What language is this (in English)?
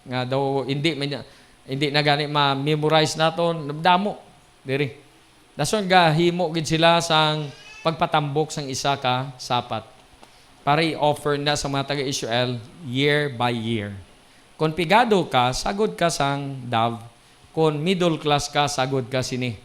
Hiligaynon